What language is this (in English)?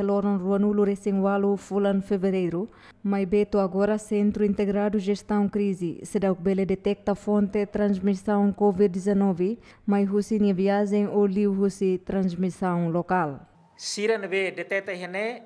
Tetum